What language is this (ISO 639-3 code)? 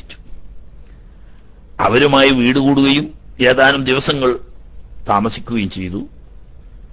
mal